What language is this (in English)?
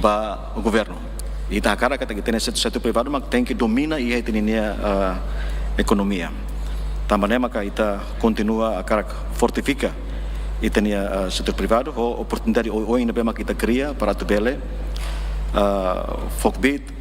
Tetum